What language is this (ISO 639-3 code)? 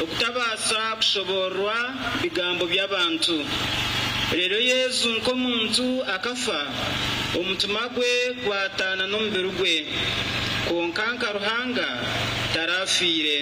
nyn